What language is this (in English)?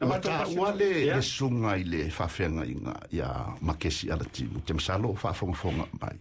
Samoan